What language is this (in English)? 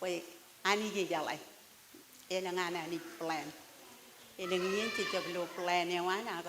Marshallese